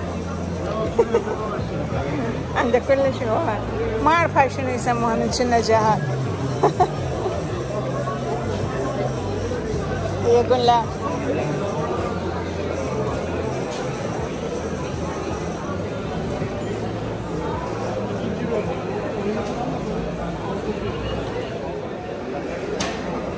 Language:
Mesopotamian Arabic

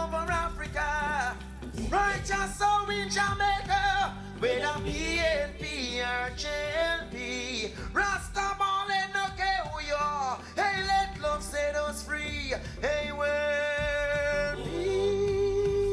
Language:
Jamaican Creole English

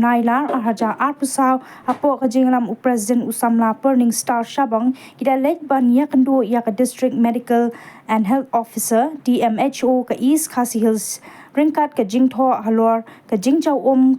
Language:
Khasi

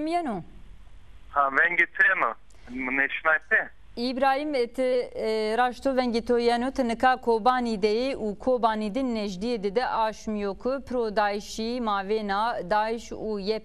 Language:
Zaza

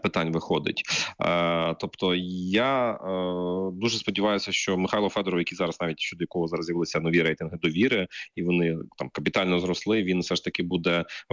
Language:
Ukrainian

